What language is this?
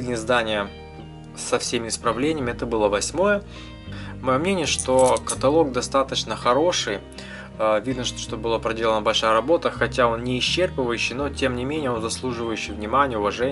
Russian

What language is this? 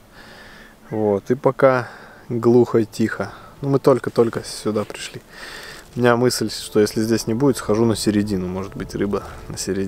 Russian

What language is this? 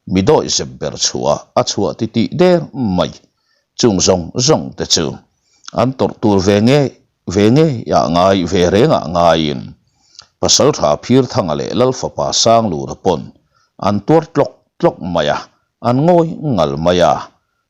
Mizo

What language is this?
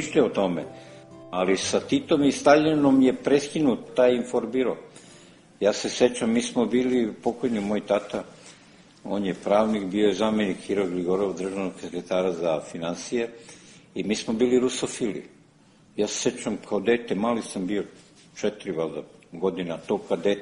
Serbian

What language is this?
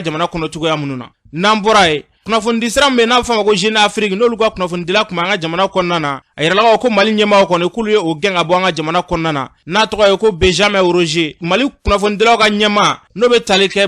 Bambara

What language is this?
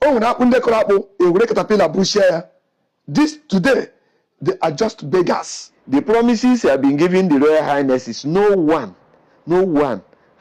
Igbo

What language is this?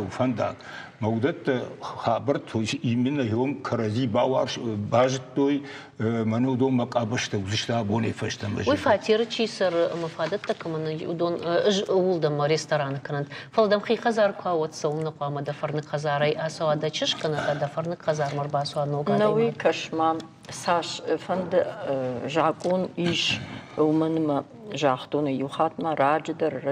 Ossetic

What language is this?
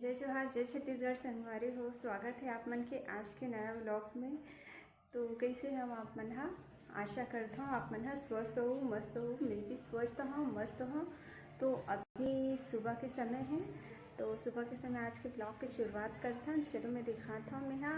Chhattisgarhi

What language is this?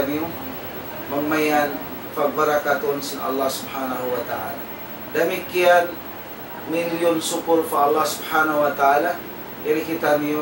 Tausug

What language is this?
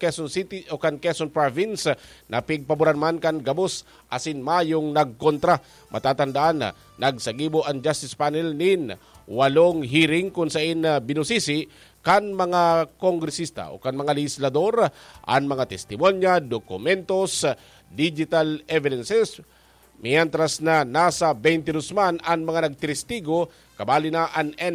Bikol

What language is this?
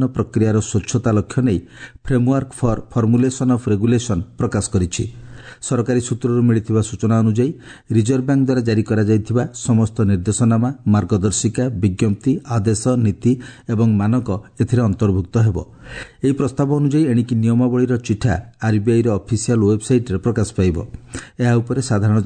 Odia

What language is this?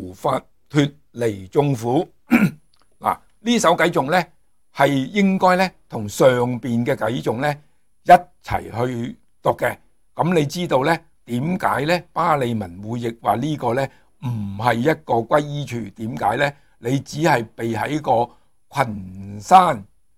Cantonese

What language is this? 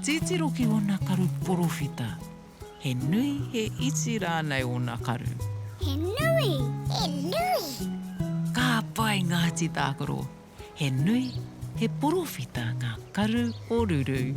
Māori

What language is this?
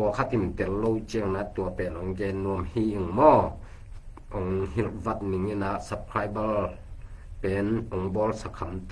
Tedim Chin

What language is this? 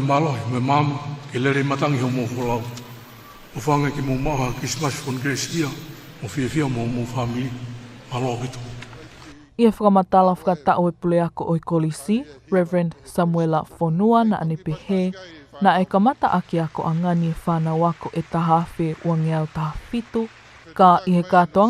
Tongan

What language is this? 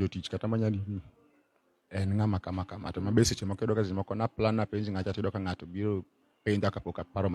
Luo (Kenya and Tanzania)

